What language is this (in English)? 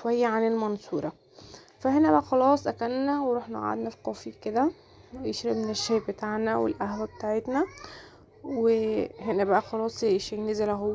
Egyptian Arabic